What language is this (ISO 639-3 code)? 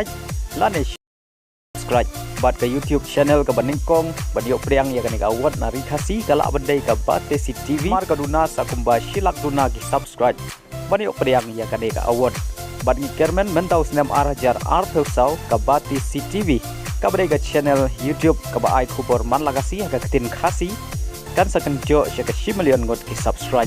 kha